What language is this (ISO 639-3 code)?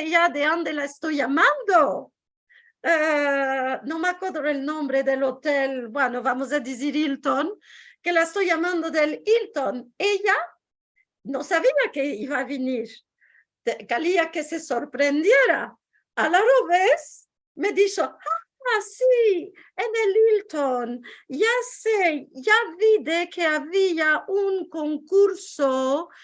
lad